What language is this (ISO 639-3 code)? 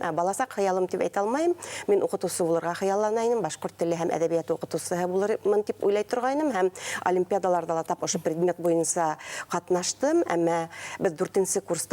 bak